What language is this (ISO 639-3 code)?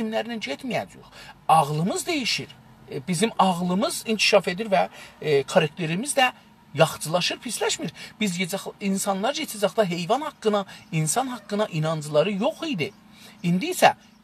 azb